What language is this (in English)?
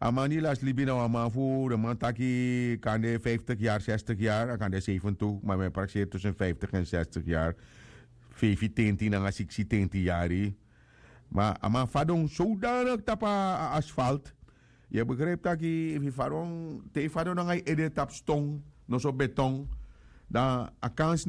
Sranan Tongo